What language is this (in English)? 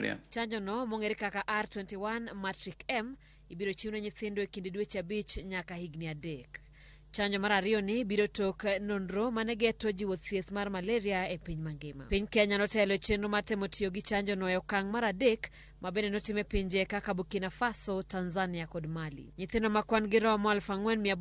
Luo (Kenya and Tanzania)